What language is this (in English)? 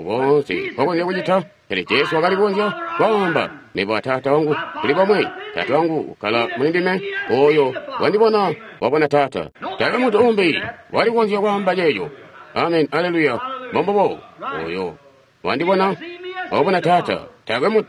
Tonga (Zambia)